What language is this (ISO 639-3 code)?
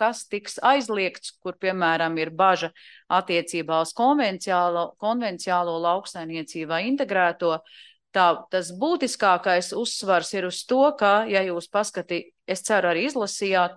lav